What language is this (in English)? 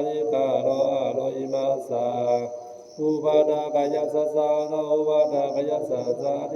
Pali